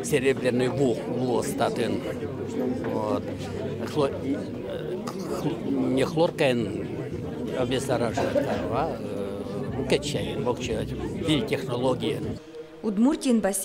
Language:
Udmurt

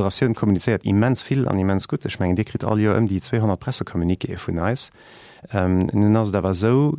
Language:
Luxembourgish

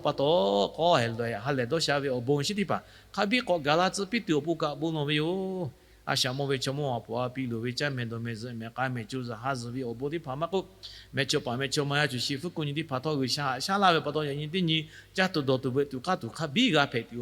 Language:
Lahu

